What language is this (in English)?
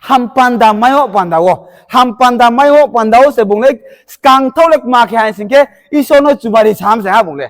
Riang (India)